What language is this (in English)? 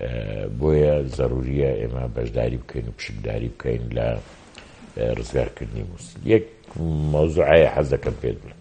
Central Kurdish